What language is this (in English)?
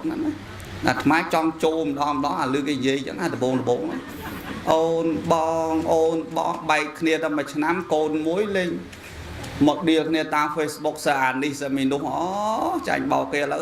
Khmer